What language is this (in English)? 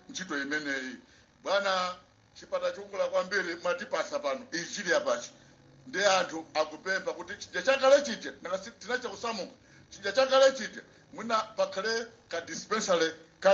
Nyanja